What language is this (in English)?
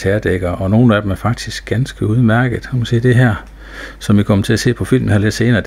Danish